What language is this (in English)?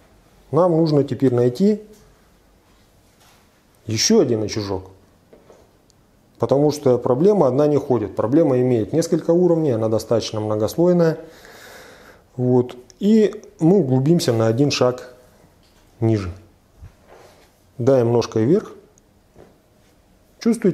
Russian